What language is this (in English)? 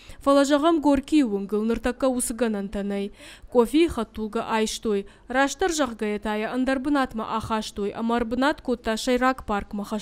Ossetic